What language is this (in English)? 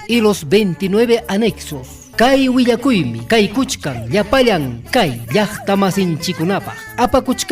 Ayacucho Quechua